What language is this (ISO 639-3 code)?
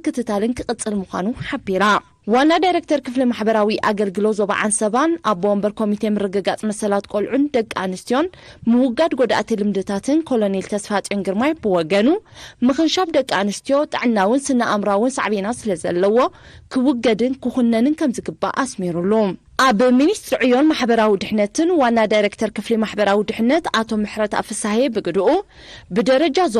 tir